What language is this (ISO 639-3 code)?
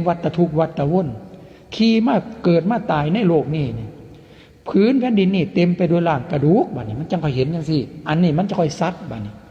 lao